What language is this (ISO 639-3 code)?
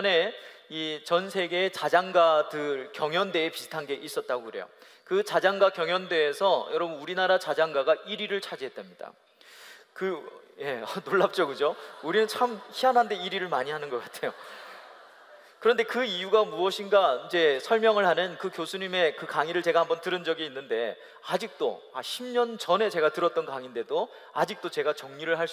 kor